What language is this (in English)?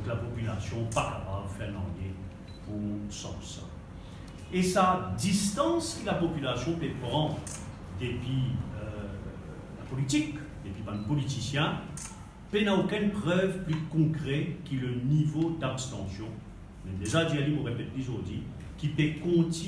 Morisyen